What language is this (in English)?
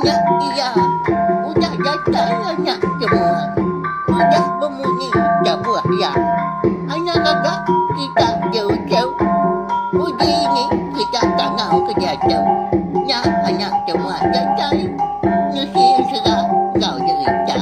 Iban